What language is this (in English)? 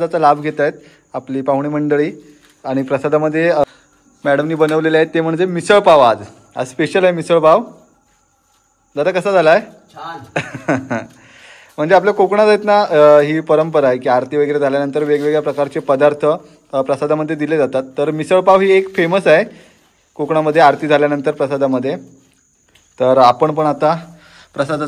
Marathi